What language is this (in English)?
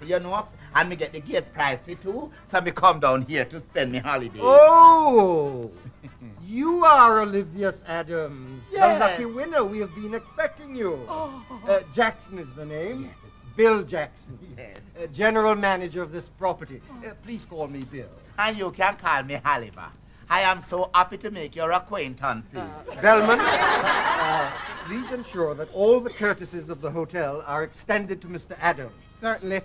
Jamaican Creole English